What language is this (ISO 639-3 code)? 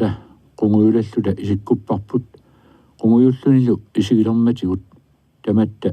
kal